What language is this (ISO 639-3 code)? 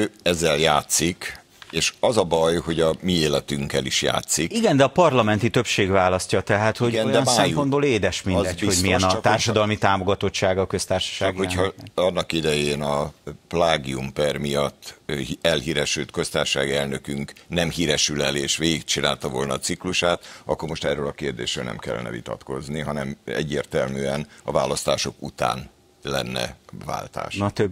hun